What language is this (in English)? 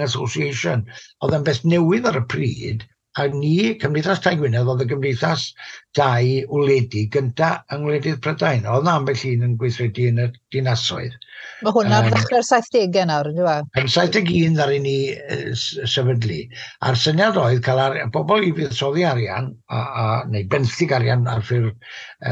Welsh